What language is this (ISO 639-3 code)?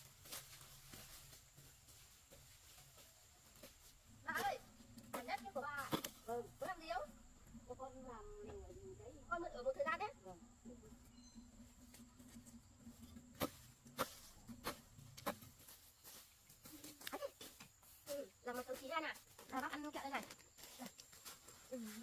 vie